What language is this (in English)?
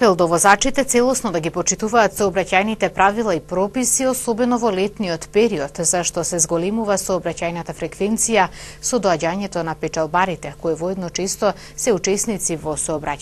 Macedonian